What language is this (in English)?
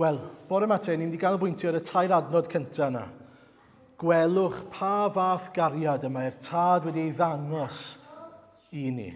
Welsh